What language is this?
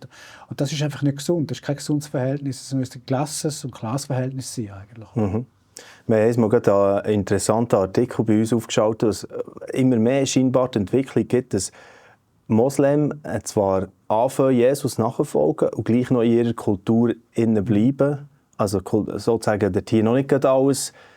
Swiss German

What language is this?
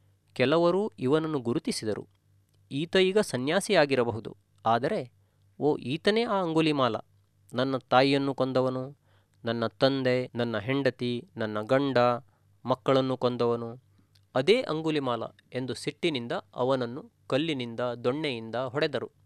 Kannada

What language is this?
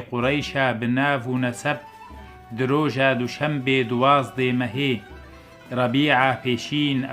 Kurdish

